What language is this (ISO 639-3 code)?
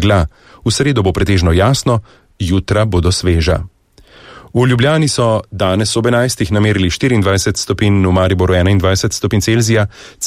slv